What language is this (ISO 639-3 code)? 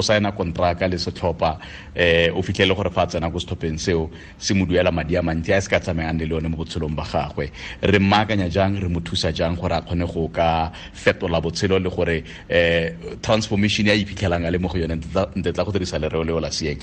tsn